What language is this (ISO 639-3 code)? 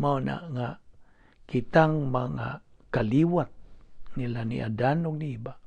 ceb